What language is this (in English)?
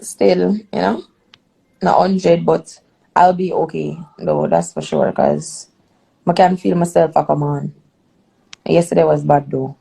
Jamaican Creole English